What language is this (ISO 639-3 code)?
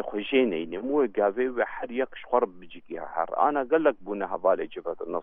kur